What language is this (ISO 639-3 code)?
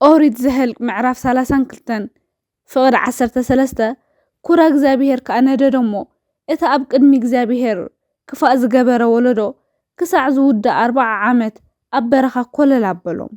tir